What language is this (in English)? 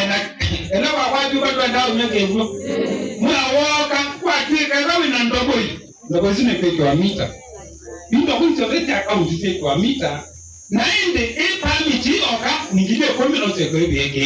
Kamba